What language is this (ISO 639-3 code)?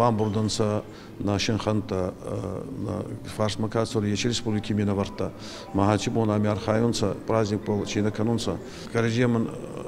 oss